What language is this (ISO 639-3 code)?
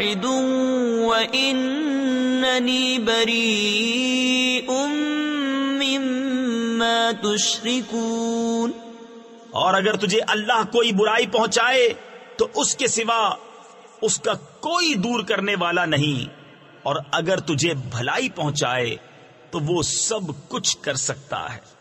urd